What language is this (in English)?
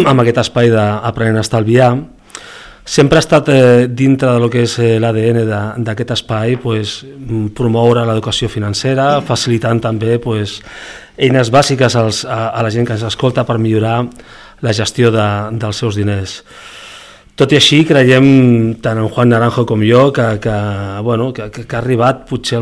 Catalan